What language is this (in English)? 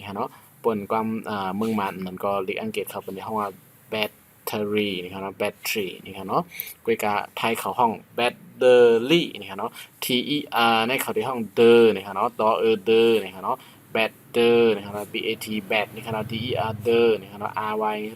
Shan